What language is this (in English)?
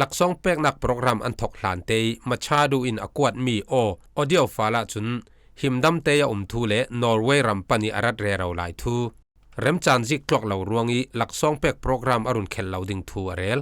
Falam Chin